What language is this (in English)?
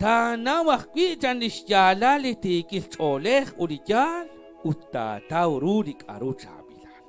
Kekchí